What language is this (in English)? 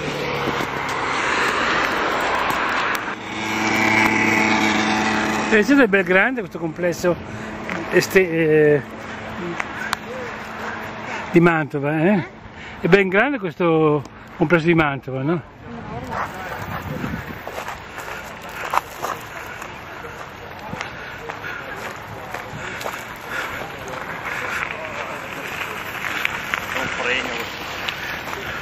Italian